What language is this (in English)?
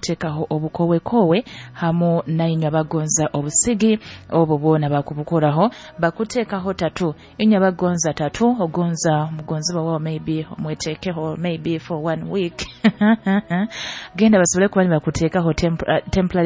Nyoro